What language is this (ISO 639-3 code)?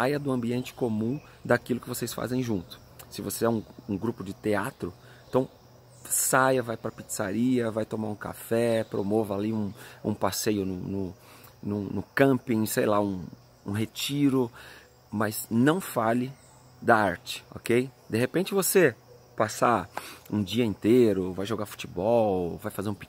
por